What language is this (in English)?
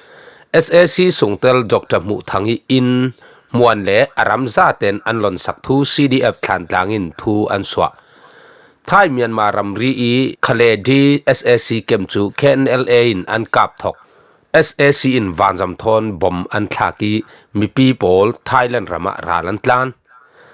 Falam Chin